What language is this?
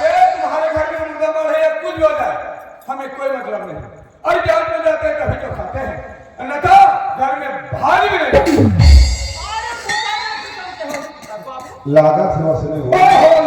Chhattisgarhi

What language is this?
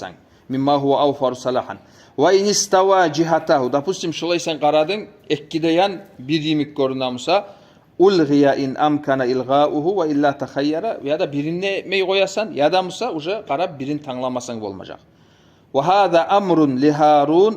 Kumyk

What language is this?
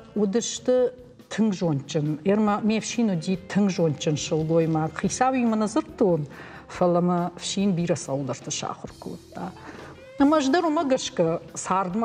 Ossetic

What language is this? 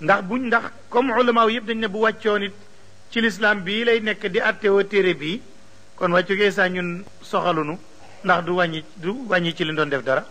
Wolof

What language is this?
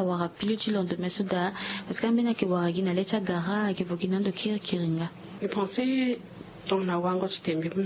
Sango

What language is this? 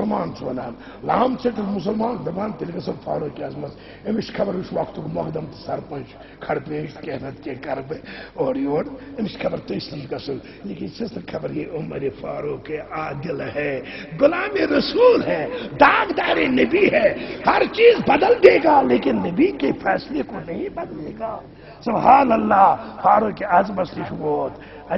Kashmiri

